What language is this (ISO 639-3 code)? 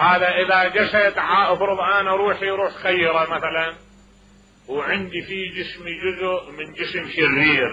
acm